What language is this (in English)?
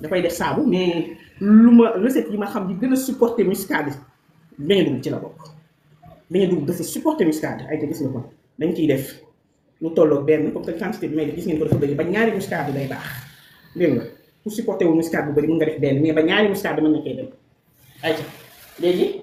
Wolof